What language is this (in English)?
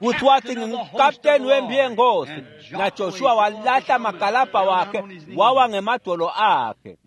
Swati